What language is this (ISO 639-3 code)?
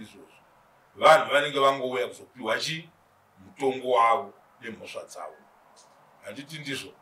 sna